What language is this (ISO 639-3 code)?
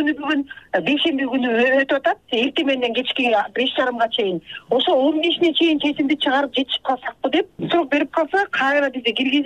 kir